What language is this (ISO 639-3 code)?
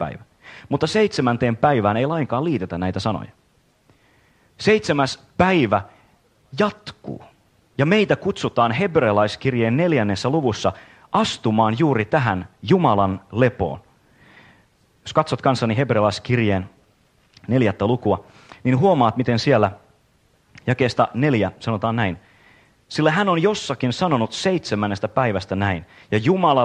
fin